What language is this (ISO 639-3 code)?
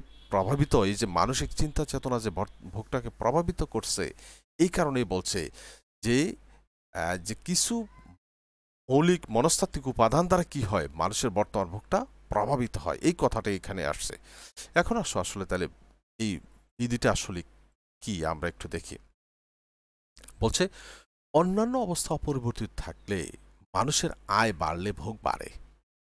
ben